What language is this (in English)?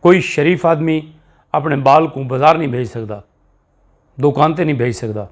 Saraiki